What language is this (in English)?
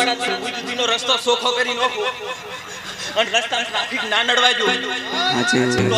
Gujarati